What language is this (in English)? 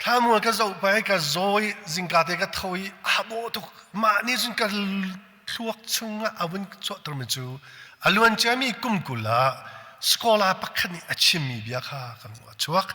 Hakha Chin